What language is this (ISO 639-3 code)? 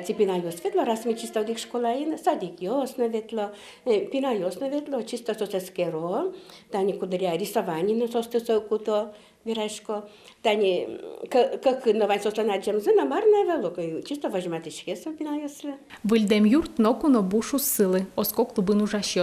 udm